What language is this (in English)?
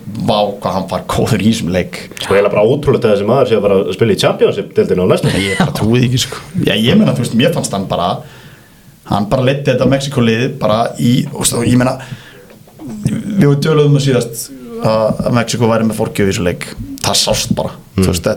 Icelandic